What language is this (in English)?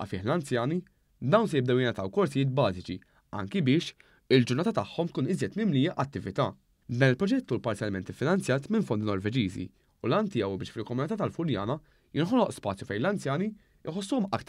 Maltese